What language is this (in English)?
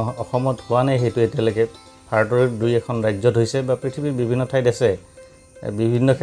Assamese